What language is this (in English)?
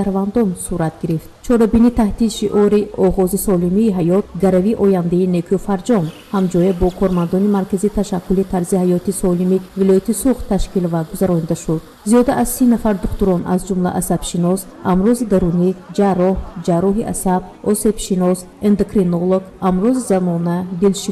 Tajik